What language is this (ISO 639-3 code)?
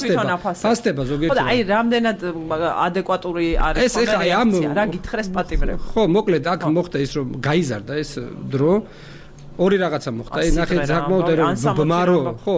kat